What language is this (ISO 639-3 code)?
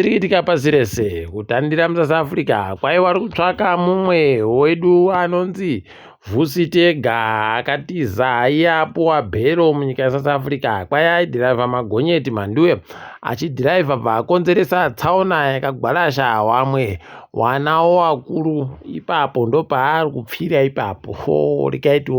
ndc